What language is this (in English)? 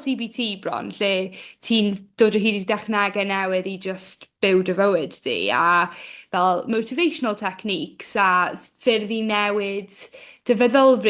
Welsh